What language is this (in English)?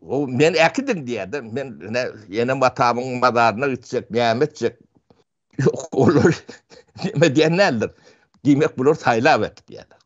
Turkmen